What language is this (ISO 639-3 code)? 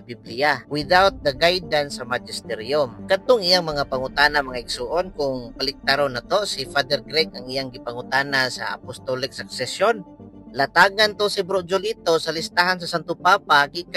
ceb